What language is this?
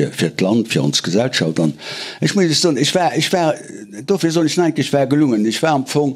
Luxembourgish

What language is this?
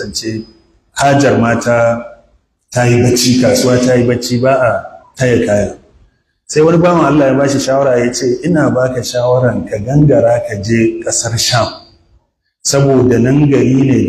Hausa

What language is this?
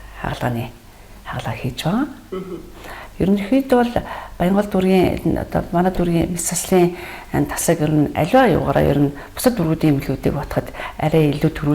Mongolian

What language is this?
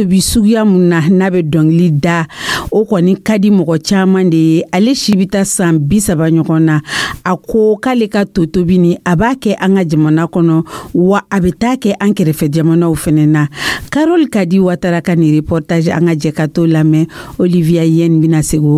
Dyula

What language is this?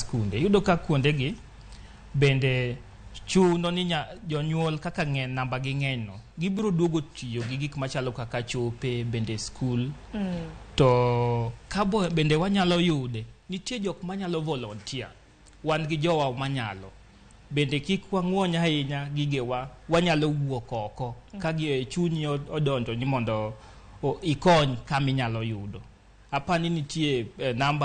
Luo (Kenya and Tanzania)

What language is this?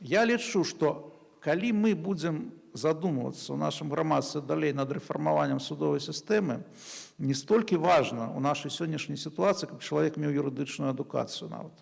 Belarusian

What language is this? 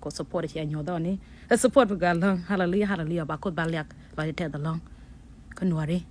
Nuer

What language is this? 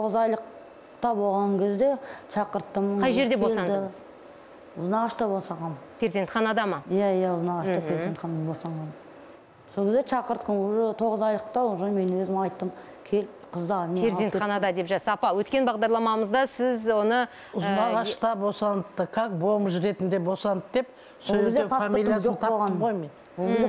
Kazakh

